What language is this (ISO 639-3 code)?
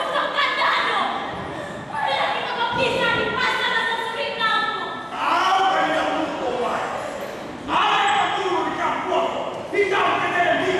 min